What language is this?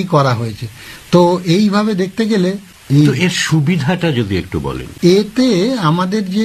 Bangla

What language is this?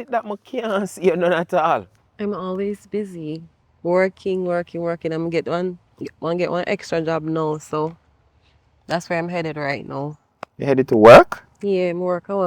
Jamaican Creole English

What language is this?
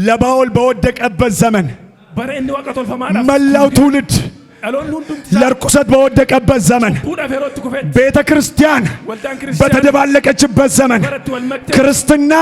Amharic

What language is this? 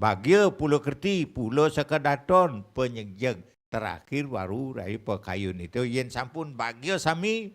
Balinese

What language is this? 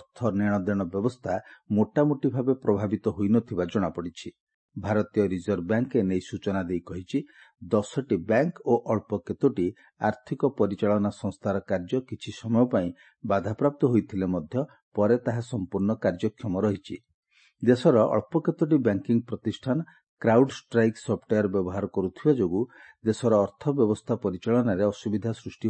Odia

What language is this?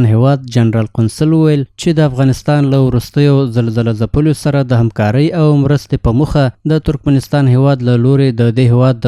Pashto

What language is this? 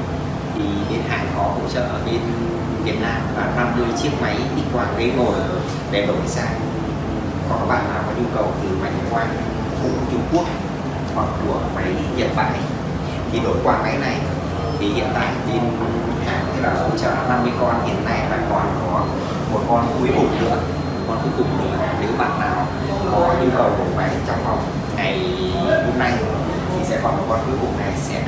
Vietnamese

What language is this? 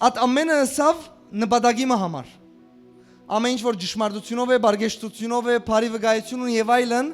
Western Armenian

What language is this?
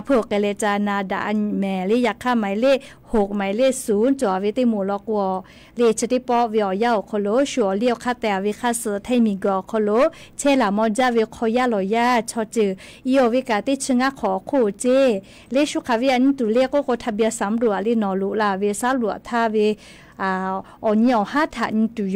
Lahu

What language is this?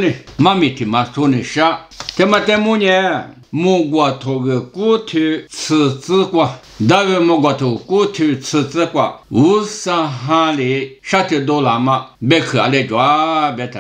Lisu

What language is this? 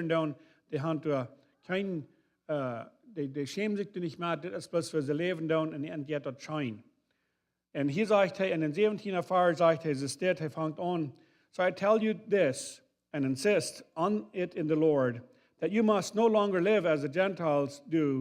Plautdietsch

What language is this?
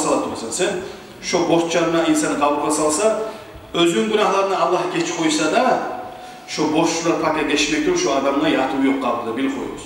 Kumyk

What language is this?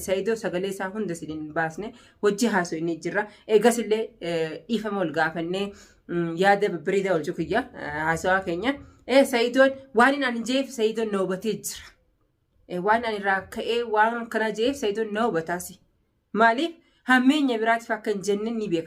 Oromo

